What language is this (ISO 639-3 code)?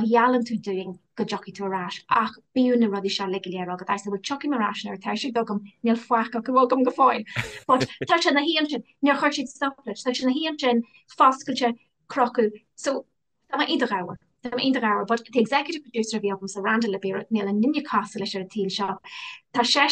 gle